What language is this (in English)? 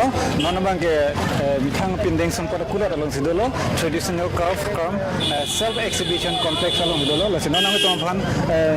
Karbi